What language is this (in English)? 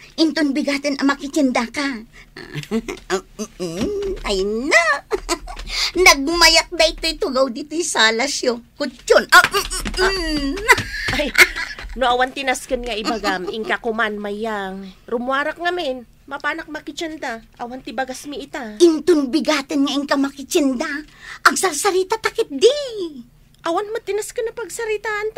Iloko